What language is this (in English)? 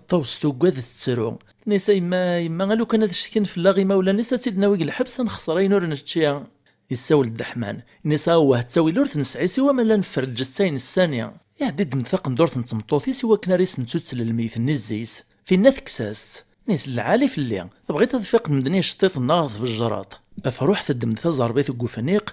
Kabyle